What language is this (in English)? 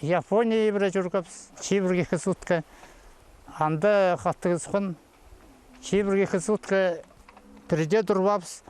Khakas